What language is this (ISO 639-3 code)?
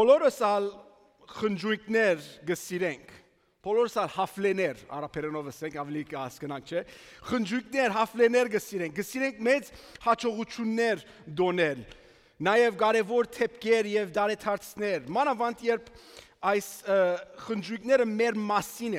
hyw